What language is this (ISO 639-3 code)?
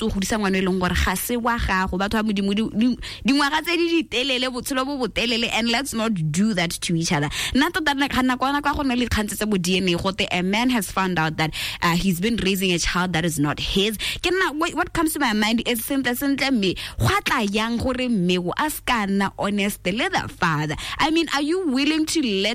tsn